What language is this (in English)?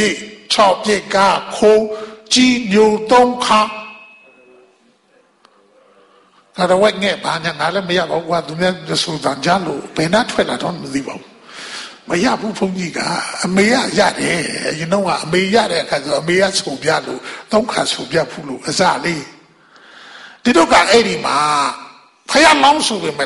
Burmese